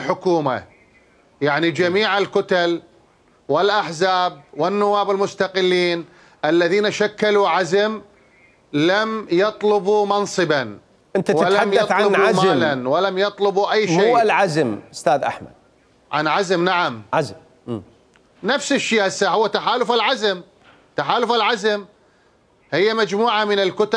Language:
Mesopotamian Arabic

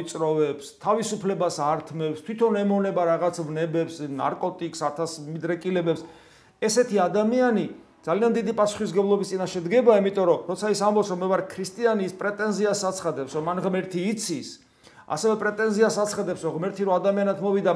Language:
Georgian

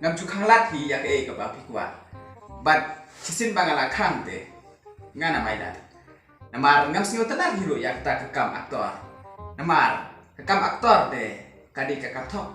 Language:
Khasi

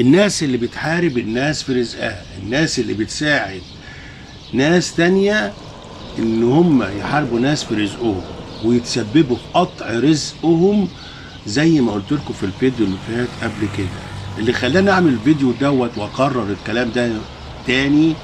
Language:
Egyptian Arabic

